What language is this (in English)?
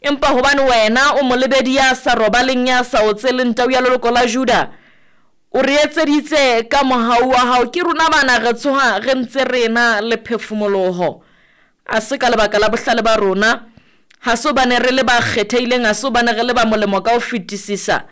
Southern Sotho